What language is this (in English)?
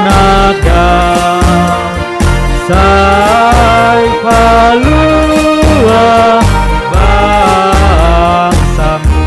Batak Simalungun